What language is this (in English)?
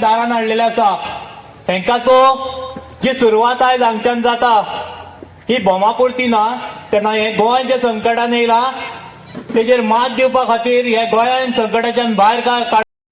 Konkani